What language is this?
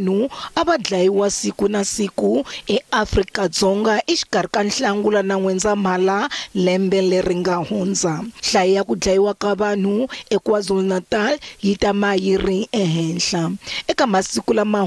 Tsonga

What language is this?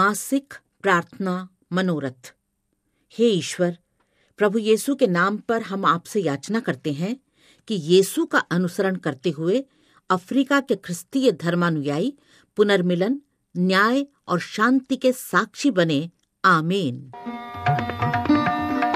Hindi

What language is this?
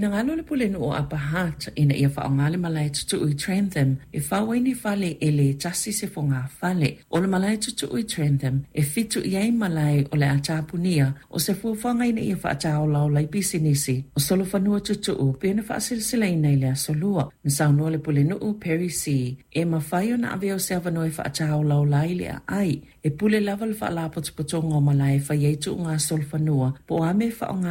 Samoan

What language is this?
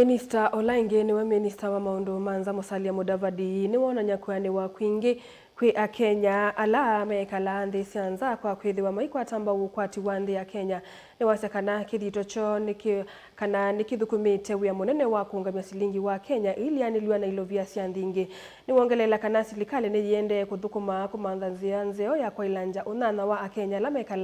Kamba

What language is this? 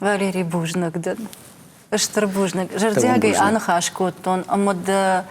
Ossetic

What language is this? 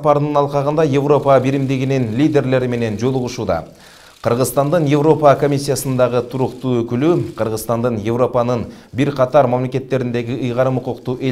Kyrgyz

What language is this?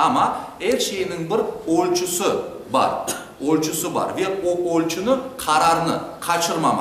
Crimean Tatar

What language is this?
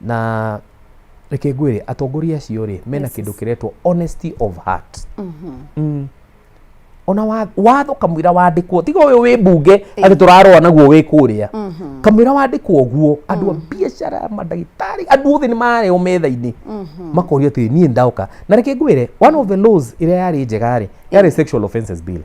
Kikuyu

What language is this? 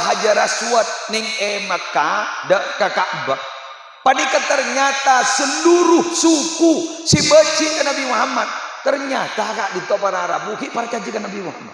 Madurese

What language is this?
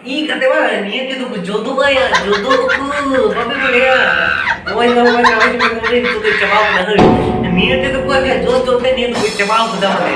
Santali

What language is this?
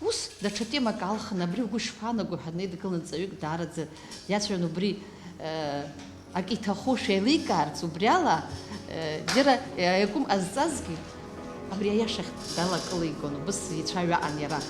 Abkhazian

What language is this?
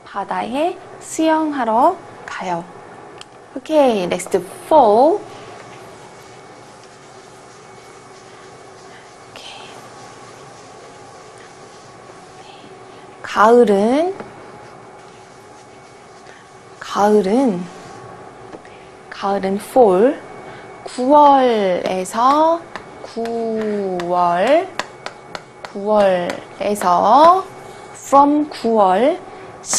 Korean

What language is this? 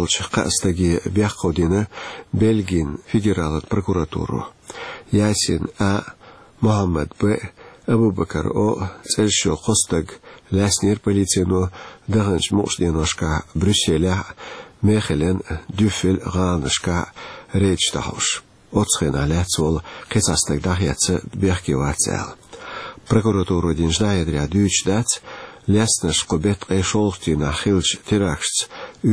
Chechen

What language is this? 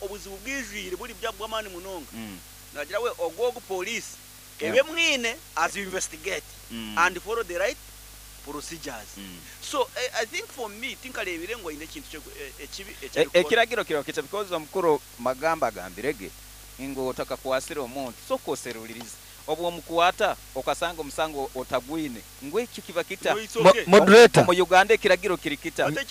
Nyankole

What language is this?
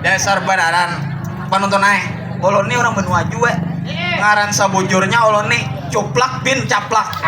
Banjar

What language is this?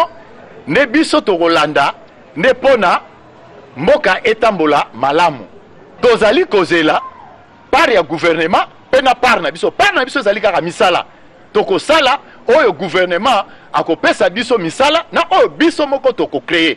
Lingala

